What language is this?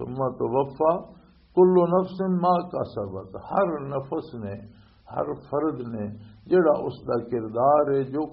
Western Panjabi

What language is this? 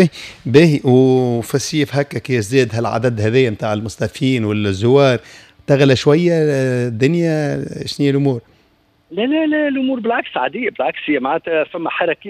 Tunisian Arabic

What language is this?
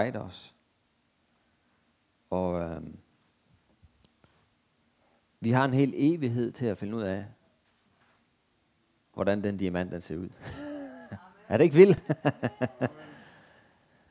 Danish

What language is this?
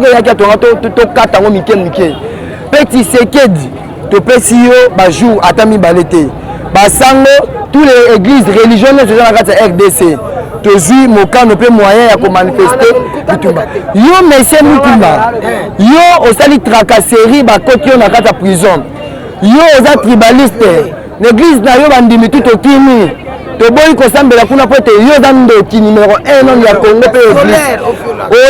Lingala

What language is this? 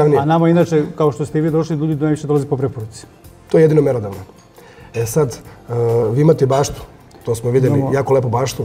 Serbian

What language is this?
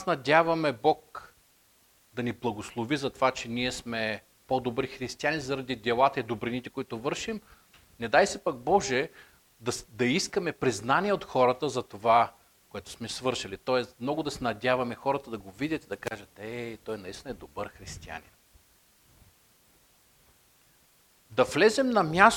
Bulgarian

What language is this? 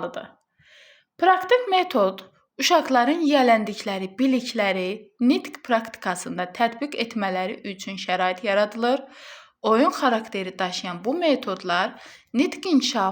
Azerbaijani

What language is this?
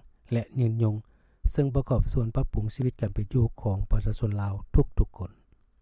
Lao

